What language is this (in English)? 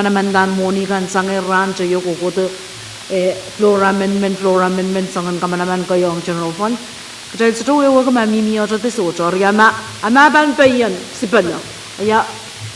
Pohnpeian